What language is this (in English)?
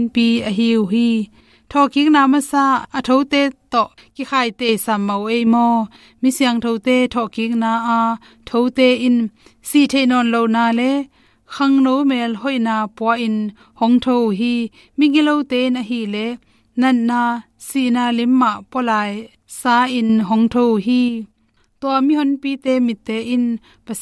Tedim Chin